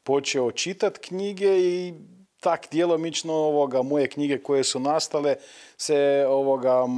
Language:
Croatian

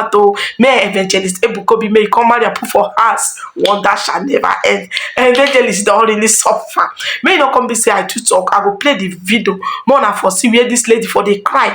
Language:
Nigerian Pidgin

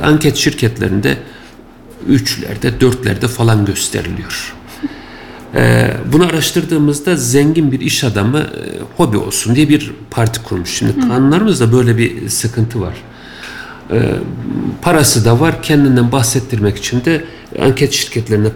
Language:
Turkish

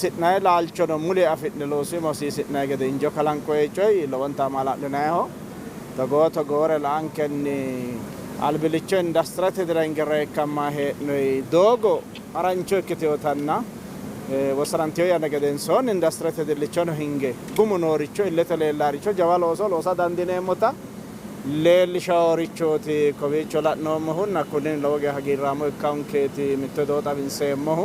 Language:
Sidamo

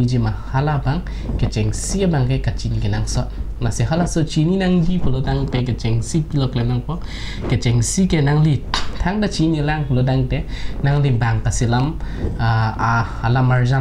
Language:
Karbi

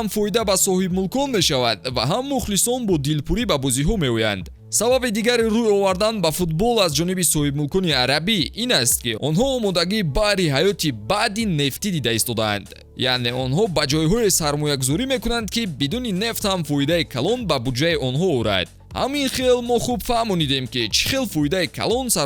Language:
Tajik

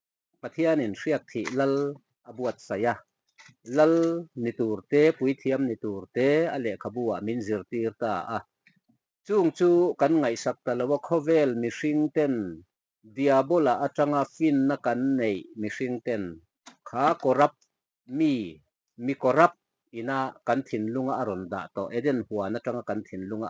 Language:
Mizo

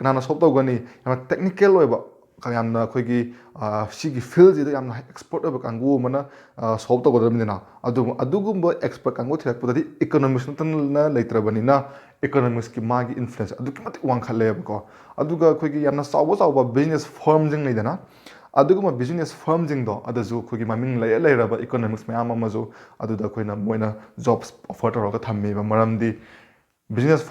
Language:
Manipuri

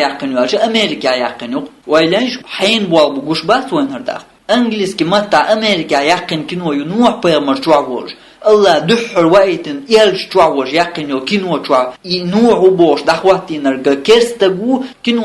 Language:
Chechen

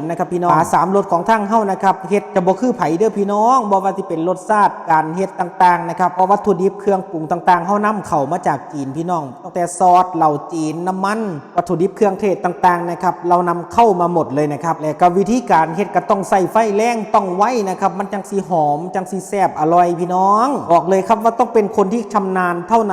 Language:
Northeastern Thai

